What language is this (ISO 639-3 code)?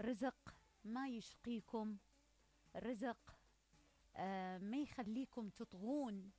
acm